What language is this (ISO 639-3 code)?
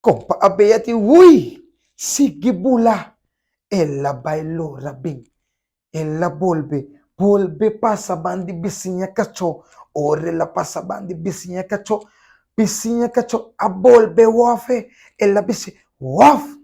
pap